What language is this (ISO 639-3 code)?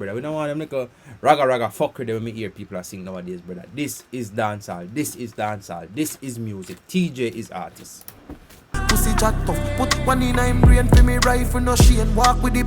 jam